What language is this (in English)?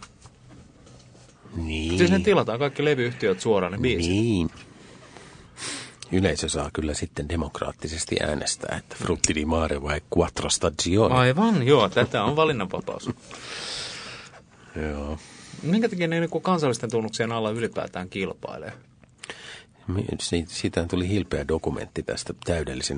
Finnish